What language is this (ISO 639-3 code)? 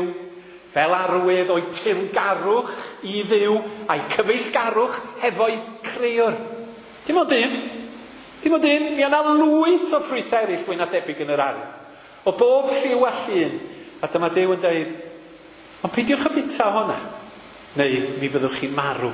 cym